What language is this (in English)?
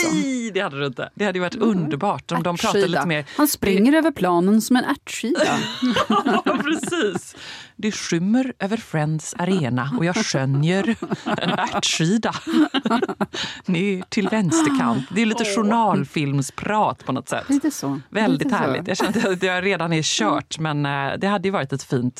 Swedish